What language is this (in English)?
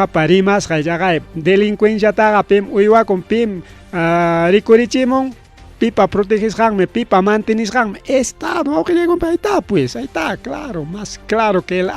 Ayacucho Quechua